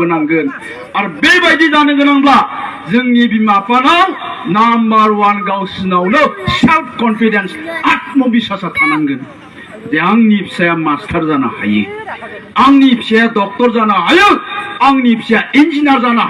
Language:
Bodo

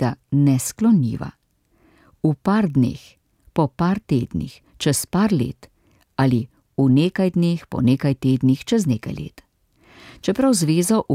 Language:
Slovenian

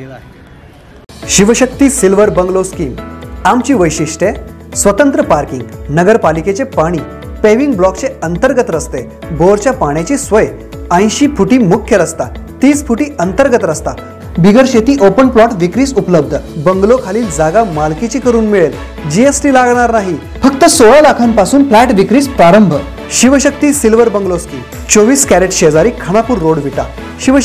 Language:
Marathi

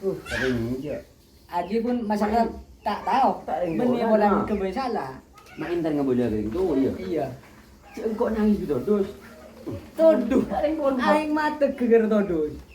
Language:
Madurese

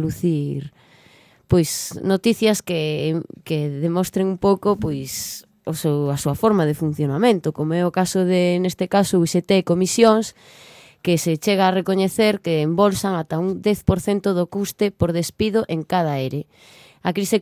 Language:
Galician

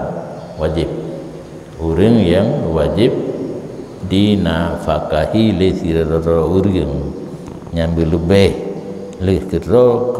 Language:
Achinese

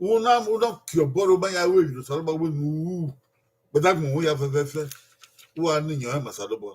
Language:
Bini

